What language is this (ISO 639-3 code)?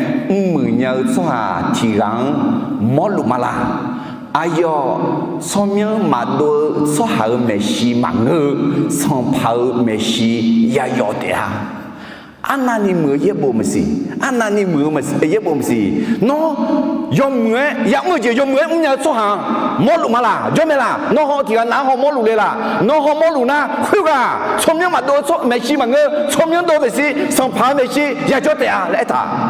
ahk